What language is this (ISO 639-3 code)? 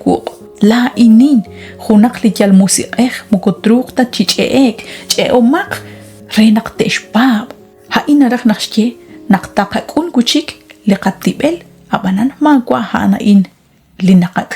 kek